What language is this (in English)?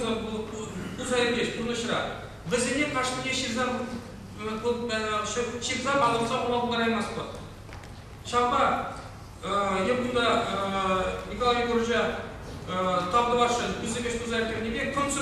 Chuvash